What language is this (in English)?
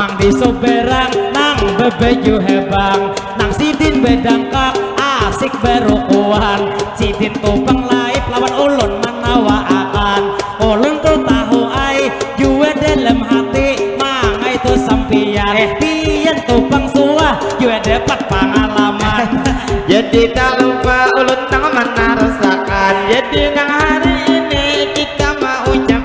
Banjar